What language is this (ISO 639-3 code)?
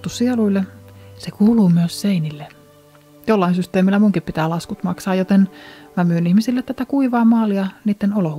fin